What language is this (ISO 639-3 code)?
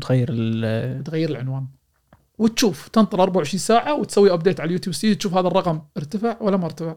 afb